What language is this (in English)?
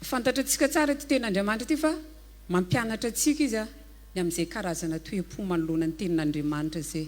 Malagasy